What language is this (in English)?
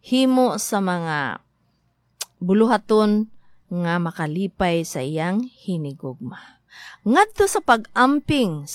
Cebuano